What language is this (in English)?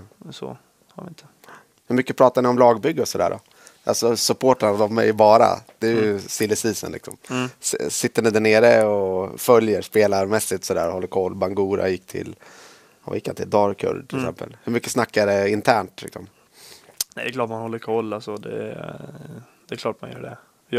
Swedish